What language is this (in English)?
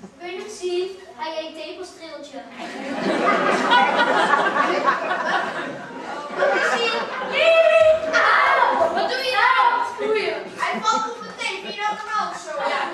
Dutch